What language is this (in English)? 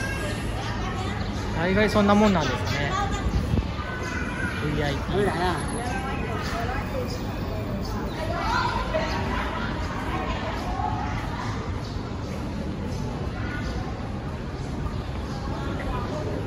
Japanese